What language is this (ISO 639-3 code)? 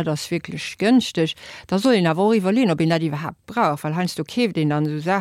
ltz